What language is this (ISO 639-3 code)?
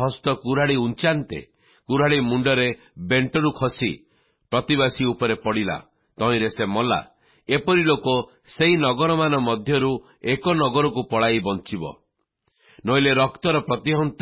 ori